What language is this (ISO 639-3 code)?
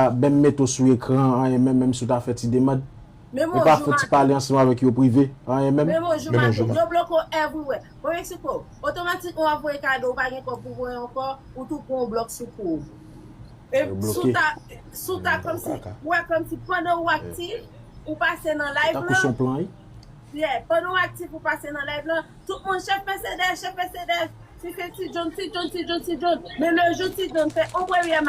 hat